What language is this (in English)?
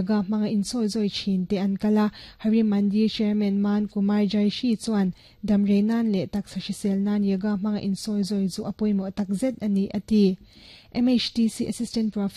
Mizo